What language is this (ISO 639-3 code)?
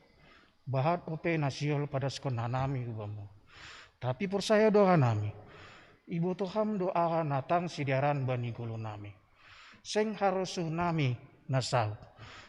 bts